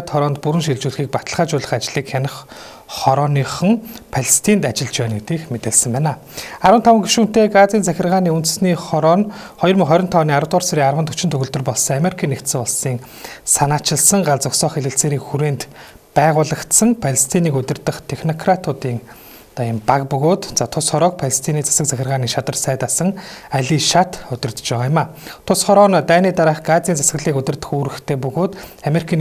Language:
Mongolian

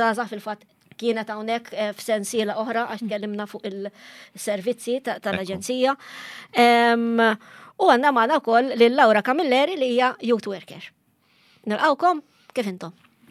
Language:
Maltese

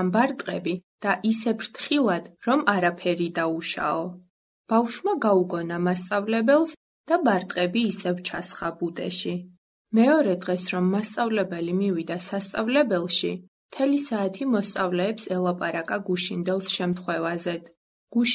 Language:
Georgian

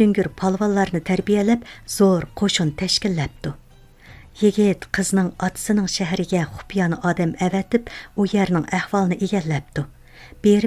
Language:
Uyghur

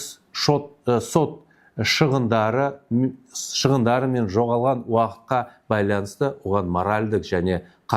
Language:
Kazakh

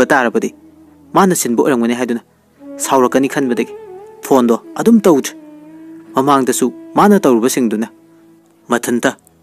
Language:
Manipuri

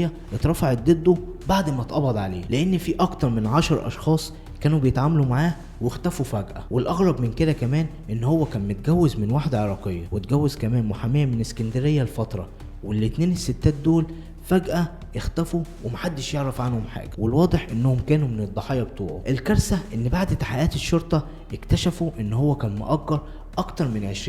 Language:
Egyptian Arabic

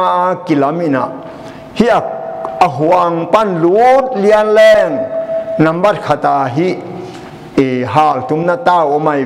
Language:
Tedim Chin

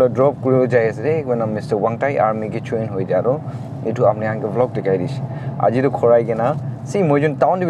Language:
Naga Pidgin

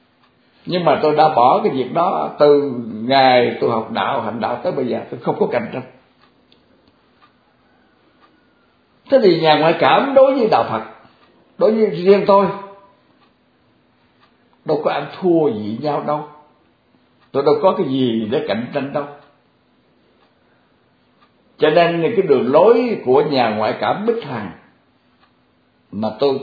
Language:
Vietnamese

